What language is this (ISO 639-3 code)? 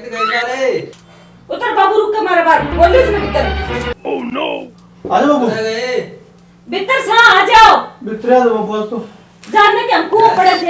bgc